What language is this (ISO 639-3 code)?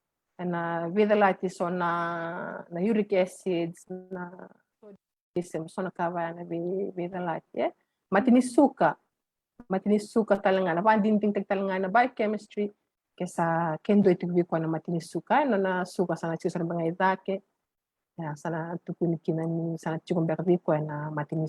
fij